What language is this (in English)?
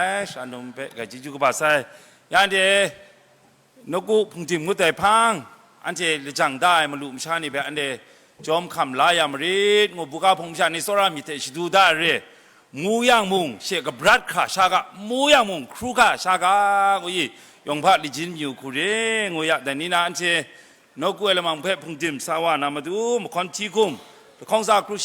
Kachin